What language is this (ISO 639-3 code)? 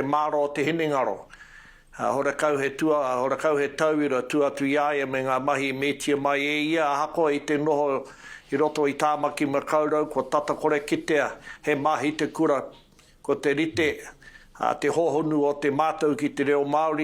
mri